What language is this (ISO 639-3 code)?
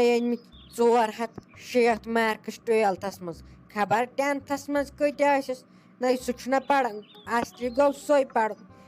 kas